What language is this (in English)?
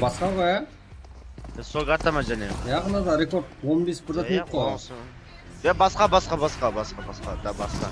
Kara-Kalpak